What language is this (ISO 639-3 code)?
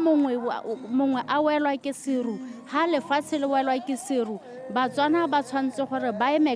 tsn